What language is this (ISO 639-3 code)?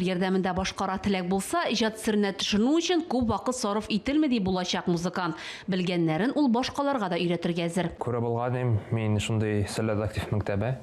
tat